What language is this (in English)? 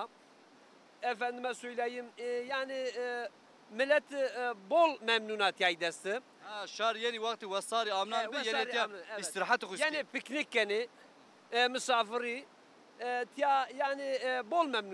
Zaza